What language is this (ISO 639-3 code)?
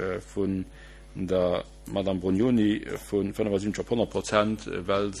ltz